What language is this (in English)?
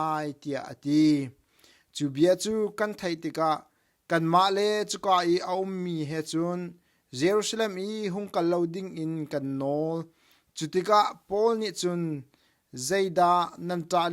Hakha Chin